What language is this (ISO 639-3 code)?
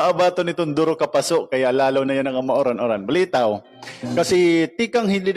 war